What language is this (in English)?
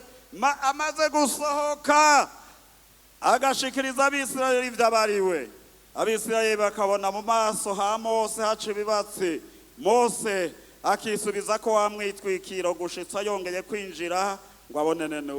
Rundi